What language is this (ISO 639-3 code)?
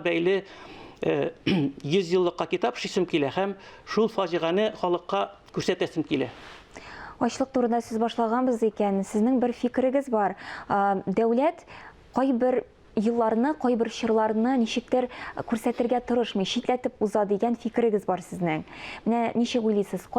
tat